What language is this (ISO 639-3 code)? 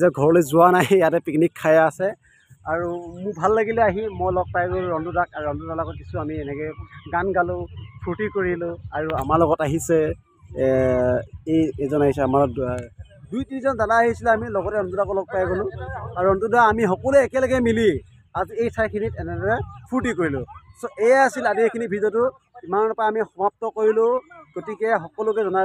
asm